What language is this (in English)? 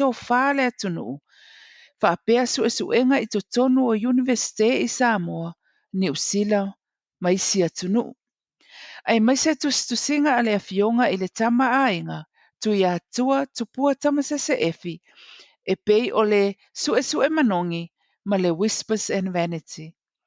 Samoan